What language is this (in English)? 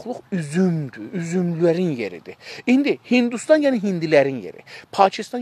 South Azerbaijani